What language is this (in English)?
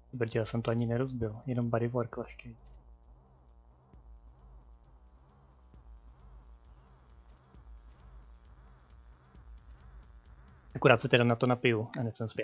Czech